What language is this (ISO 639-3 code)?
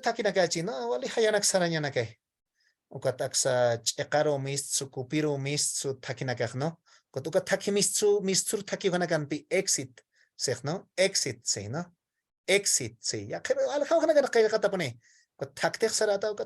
aym